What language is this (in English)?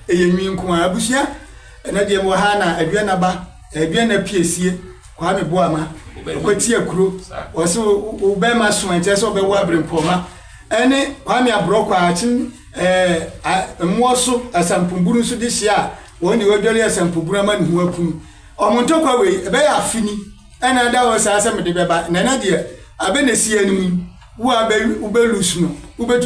Akan